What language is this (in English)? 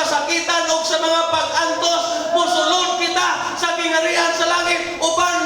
Cebuano